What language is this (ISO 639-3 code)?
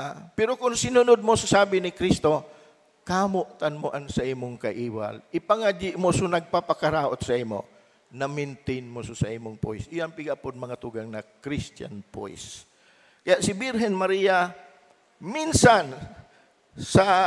bik